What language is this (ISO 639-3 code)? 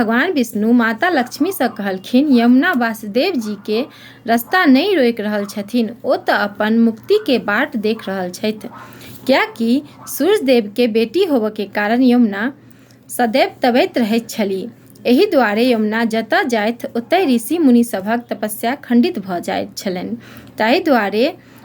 mai